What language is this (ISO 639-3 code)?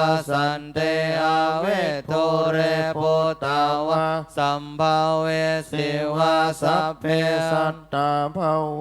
pli